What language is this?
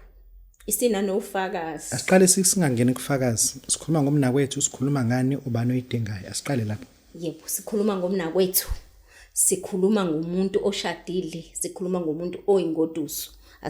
Zulu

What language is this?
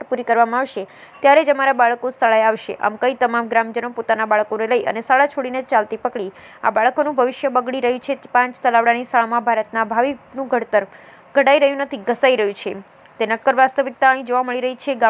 Gujarati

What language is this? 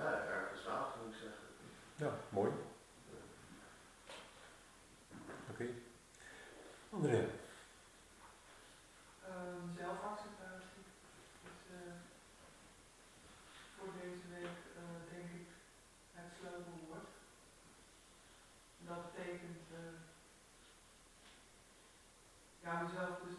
Dutch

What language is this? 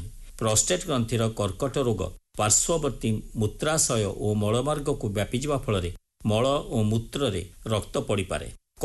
Odia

